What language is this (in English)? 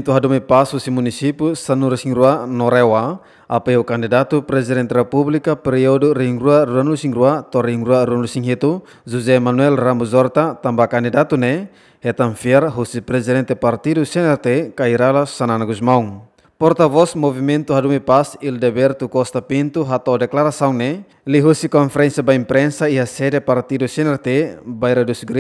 Tetum